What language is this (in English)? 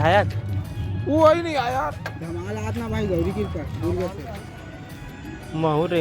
Chhattisgarhi